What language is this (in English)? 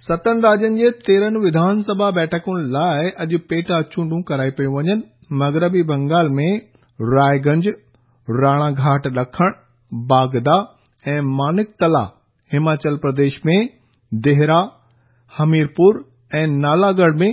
Sindhi